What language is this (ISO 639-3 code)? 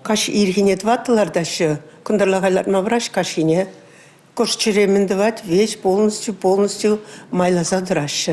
chv